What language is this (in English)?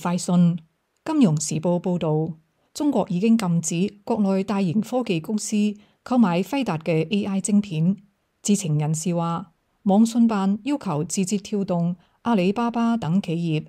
Cantonese